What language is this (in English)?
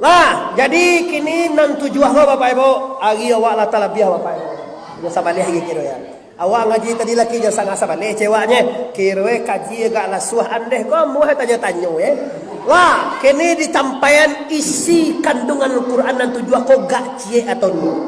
Minangkabau